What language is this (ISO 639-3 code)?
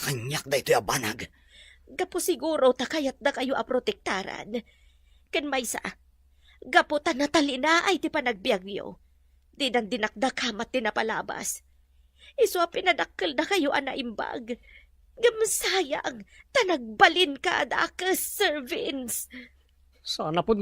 ilo